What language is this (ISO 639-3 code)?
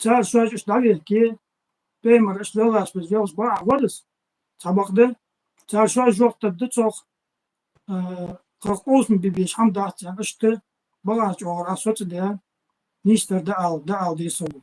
inh